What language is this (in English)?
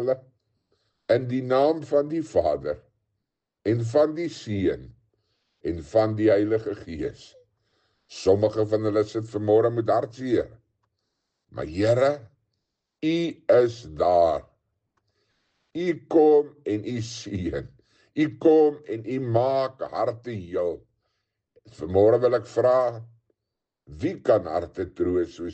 Afrikaans